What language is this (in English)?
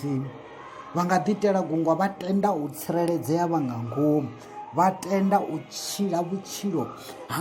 Venda